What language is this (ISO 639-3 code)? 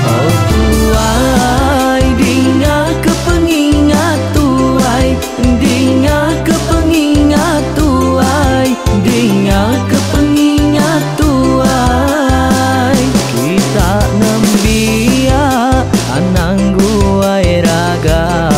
iba